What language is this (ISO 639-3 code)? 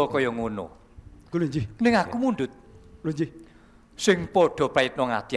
jav